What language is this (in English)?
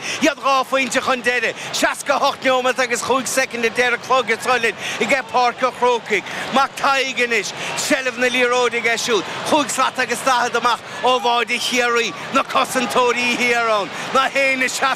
Irish